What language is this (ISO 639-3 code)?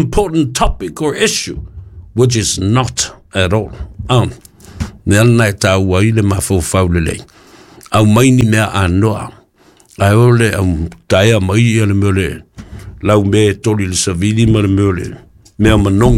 smo